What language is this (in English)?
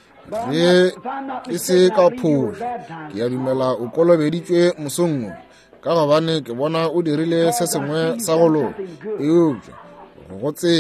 Northern Sotho